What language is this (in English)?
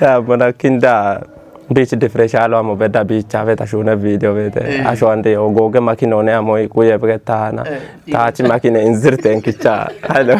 Kafa